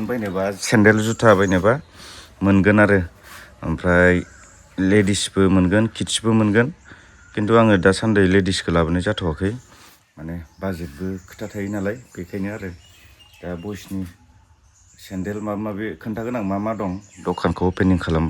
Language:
Bodo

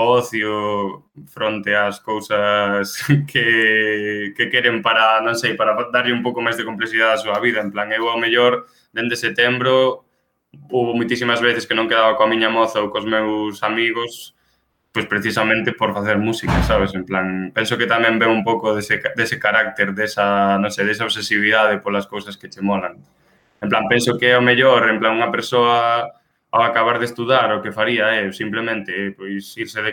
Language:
Galician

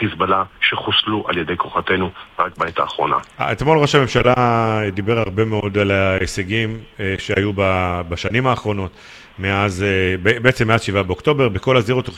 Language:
Hebrew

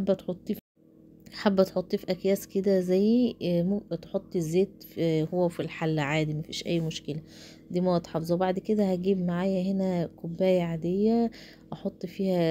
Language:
Egyptian Arabic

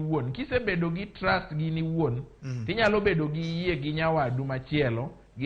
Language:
Luo (Kenya and Tanzania)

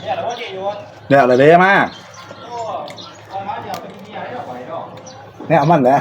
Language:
Northeastern Thai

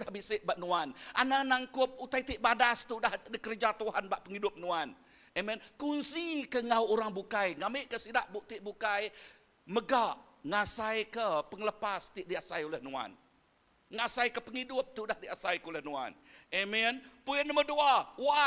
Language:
Iban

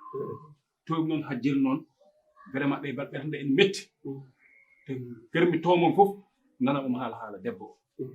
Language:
Fula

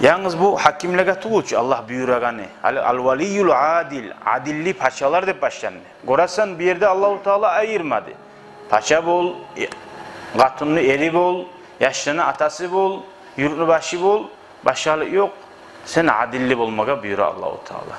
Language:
Kumyk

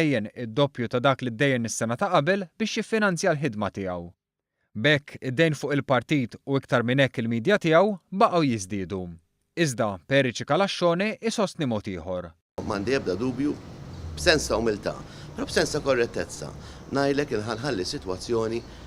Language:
Maltese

